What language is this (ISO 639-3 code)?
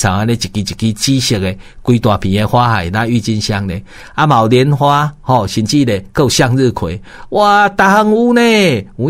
nan